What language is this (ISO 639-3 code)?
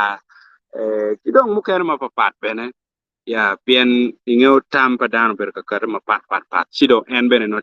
ach